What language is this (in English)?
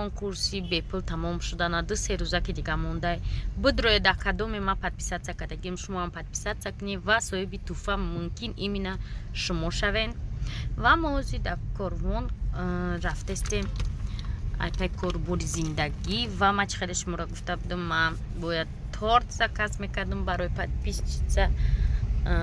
Tajik